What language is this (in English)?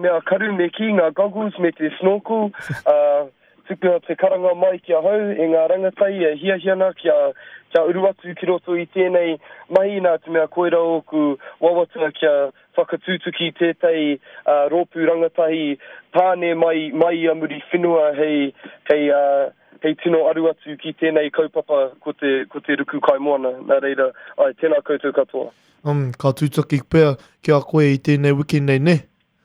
Māori